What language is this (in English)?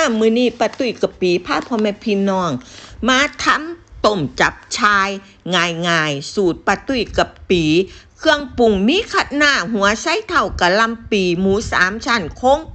Northeastern Thai